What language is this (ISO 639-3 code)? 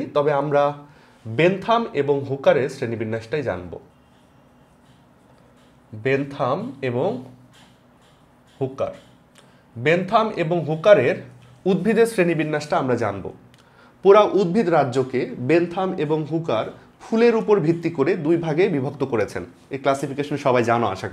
ben